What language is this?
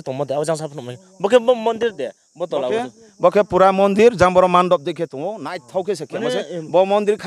Riang (India)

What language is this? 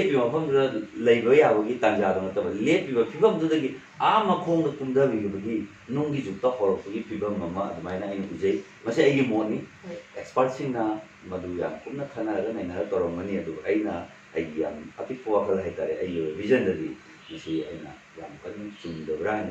Manipuri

